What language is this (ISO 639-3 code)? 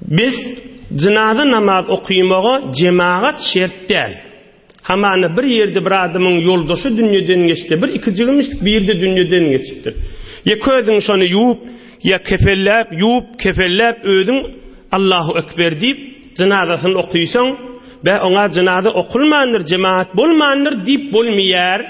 tuk